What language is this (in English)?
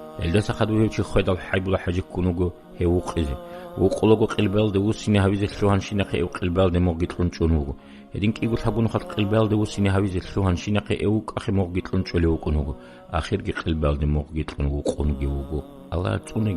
Avaric